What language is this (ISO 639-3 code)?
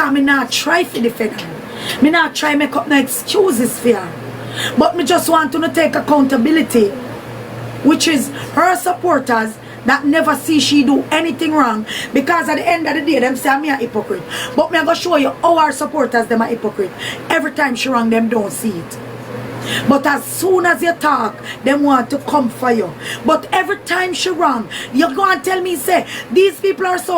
jam